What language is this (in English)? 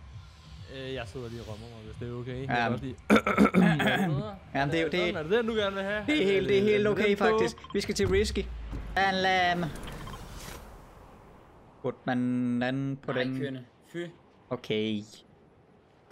Danish